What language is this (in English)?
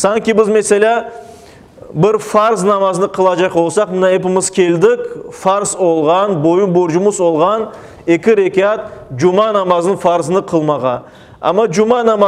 Crimean Tatar